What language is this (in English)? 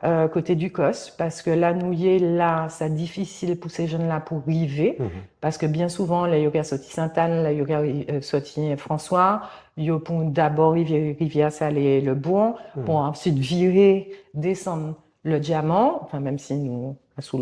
Guadeloupean Creole French